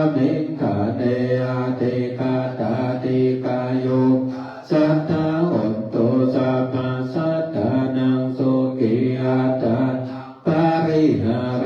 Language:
Pali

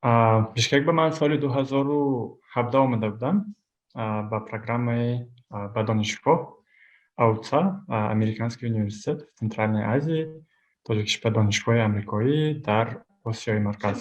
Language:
Tajik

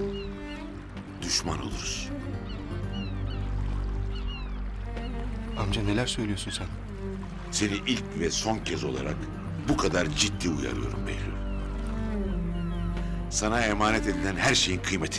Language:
Turkish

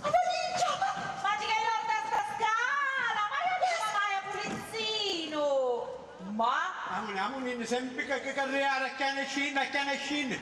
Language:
Sicilian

